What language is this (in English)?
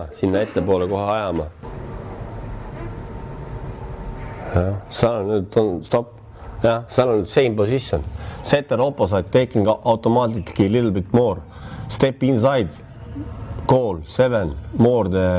Estonian